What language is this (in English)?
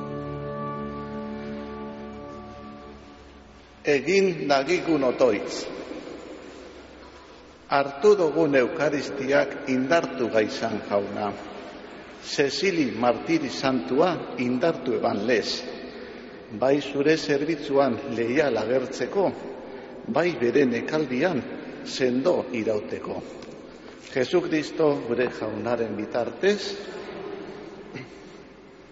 Basque